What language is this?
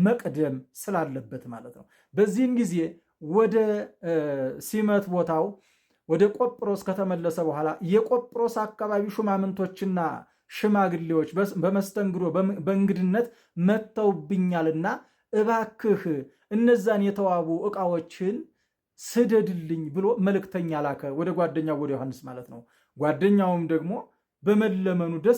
Amharic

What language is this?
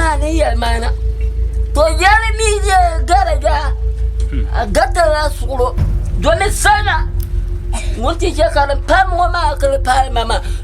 Dagbani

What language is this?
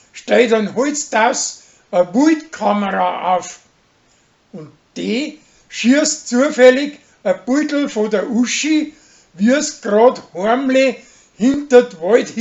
Bavarian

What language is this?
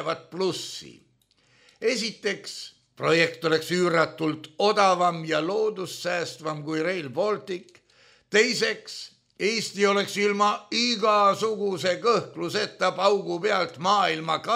Estonian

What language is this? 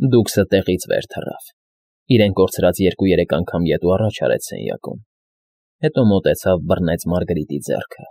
Armenian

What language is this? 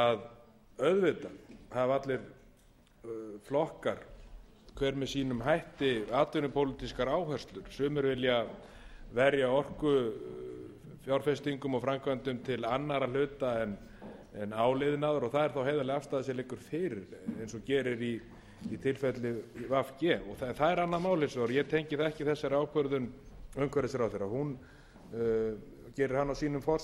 Icelandic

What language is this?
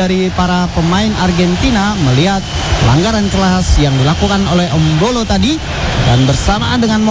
Indonesian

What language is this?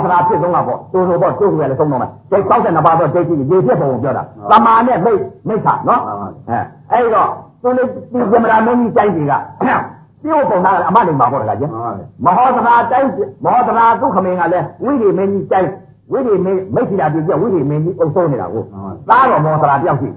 Burmese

